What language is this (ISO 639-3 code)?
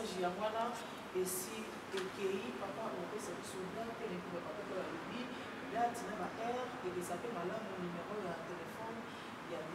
lin